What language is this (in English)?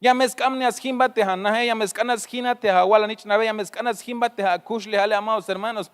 Tzeltal